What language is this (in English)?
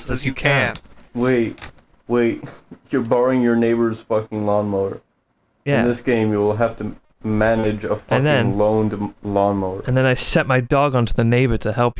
English